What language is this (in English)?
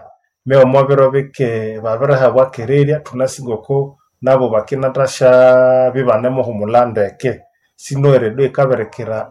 Nande